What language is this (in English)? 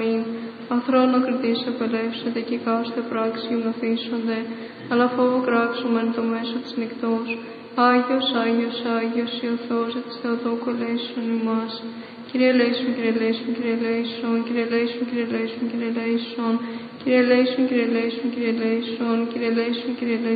Greek